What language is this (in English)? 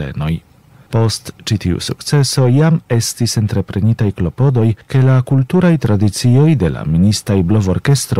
Esperanto